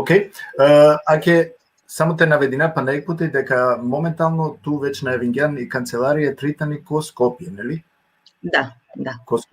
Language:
Balkan Romani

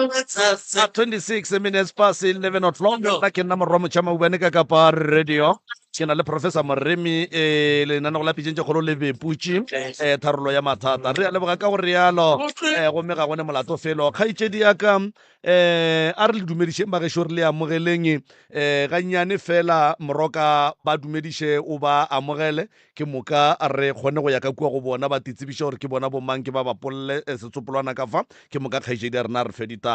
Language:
Northern Sotho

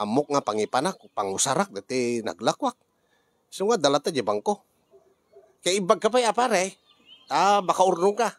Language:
Iloko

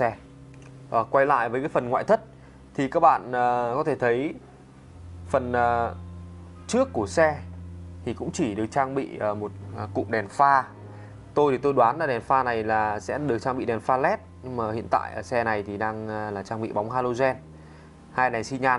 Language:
Vietnamese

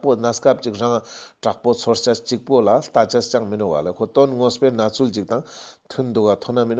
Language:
Ladakhi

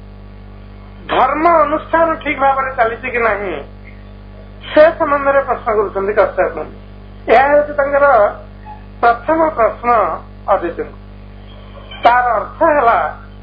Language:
Odia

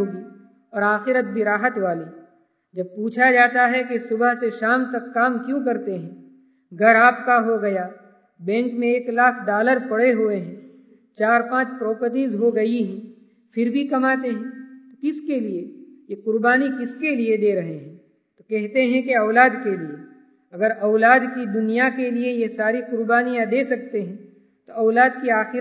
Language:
Urdu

